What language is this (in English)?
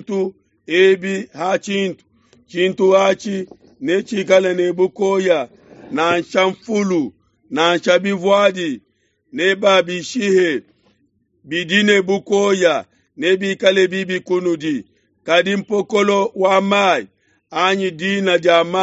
Luba-Lulua